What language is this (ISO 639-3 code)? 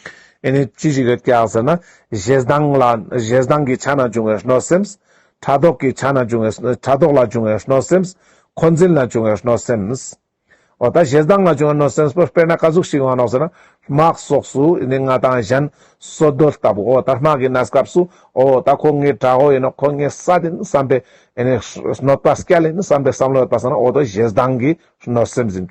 lbj